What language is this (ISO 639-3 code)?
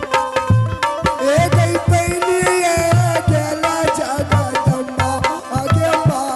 mai